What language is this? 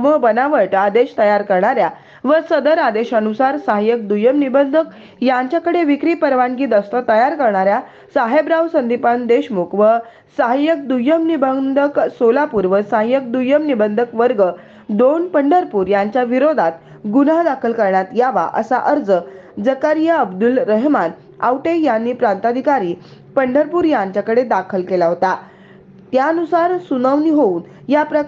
Marathi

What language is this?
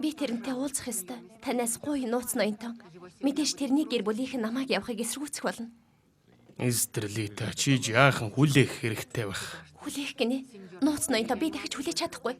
Mongolian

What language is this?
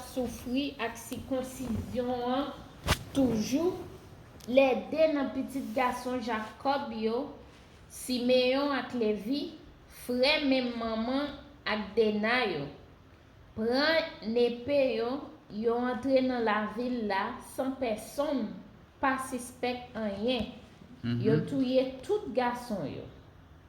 Haitian Creole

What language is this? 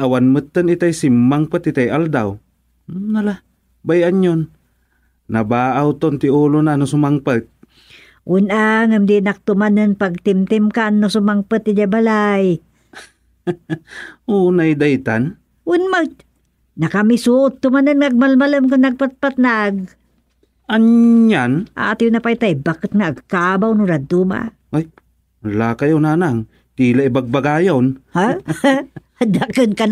Iloko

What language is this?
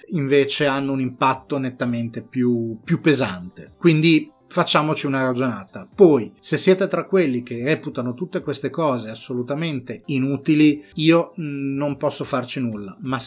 Italian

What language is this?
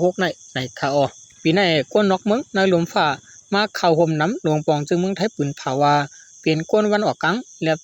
Shan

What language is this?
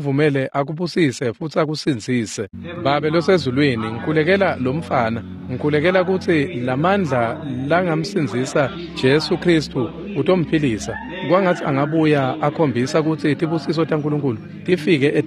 Swati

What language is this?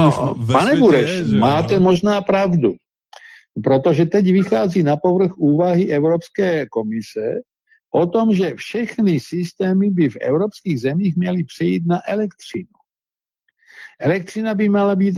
Czech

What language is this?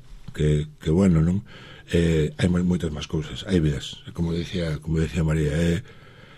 Galician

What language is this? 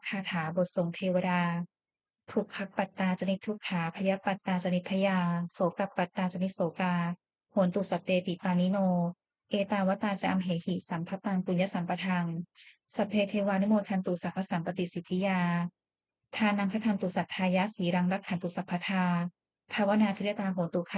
Pali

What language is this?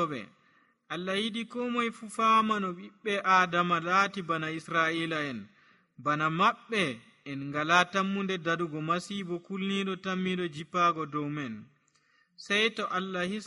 Nigerian Fulfulde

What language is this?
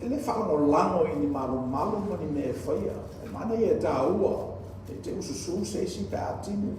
Samoan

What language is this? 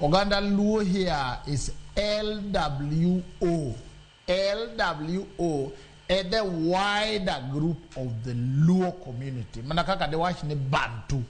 Luo (Kenya and Tanzania)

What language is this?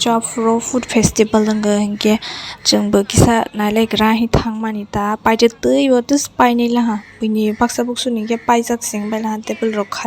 Kok Borok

